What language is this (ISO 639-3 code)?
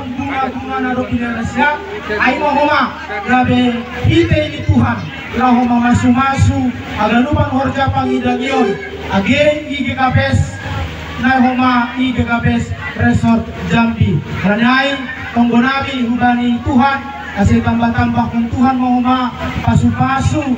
bts